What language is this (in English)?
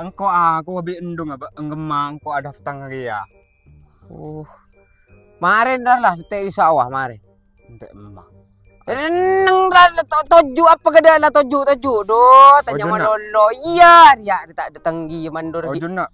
Madurese